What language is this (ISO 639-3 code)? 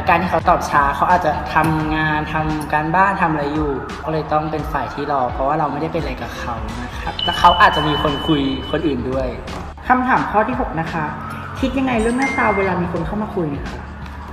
tha